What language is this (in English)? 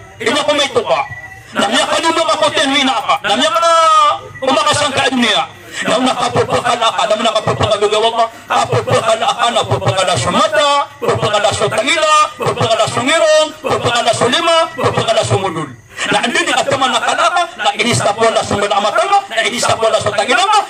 Maranao